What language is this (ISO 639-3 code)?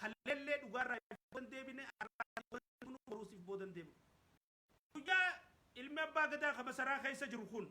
orm